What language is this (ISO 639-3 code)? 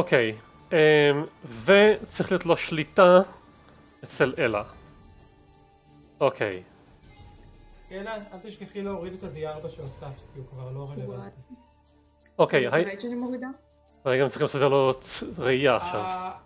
heb